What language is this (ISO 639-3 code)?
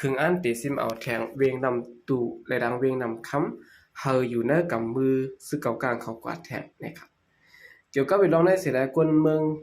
shn